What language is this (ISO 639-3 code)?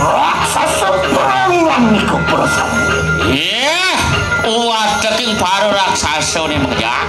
ban